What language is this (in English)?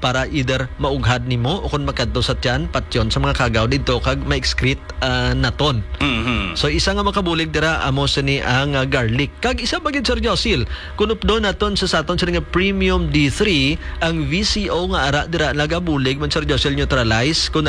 Hiligaynon